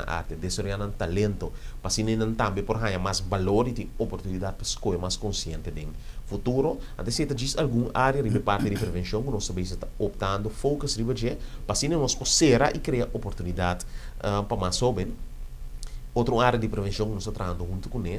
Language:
Papiamento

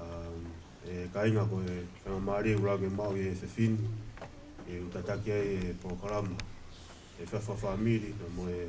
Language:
Tongan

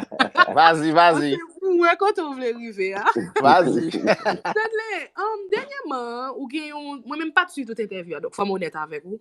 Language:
Haitian Creole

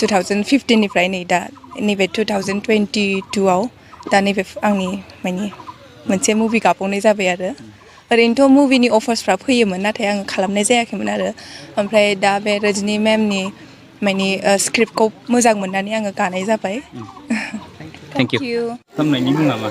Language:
Bodo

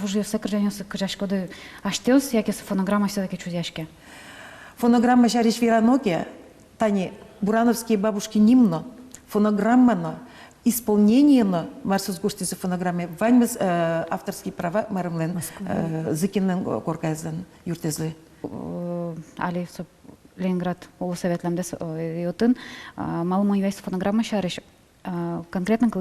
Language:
Udmurt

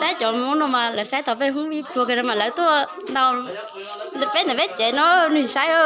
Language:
Hmong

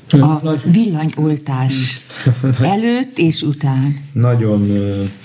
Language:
Hungarian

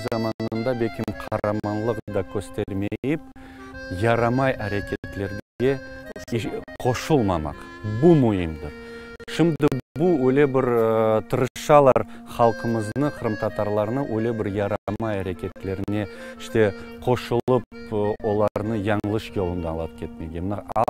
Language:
Crimean Tatar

